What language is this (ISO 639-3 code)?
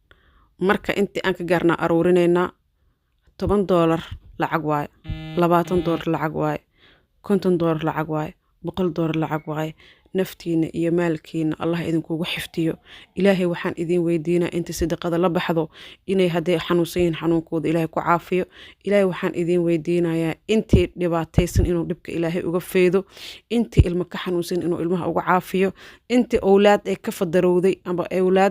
som